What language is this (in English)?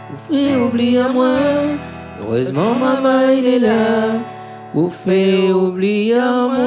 Réunion Creole French